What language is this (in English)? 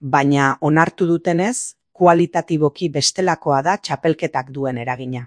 Basque